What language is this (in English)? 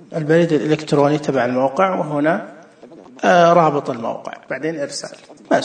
Najdi Arabic